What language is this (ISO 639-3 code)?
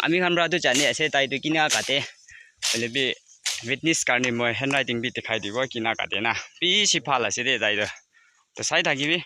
nag